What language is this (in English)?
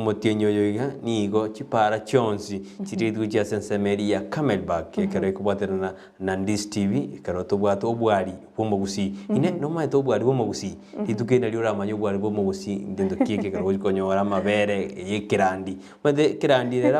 Gusii